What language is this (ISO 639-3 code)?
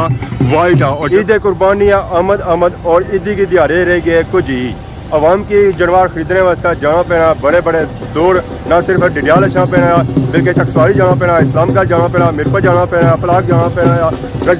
phr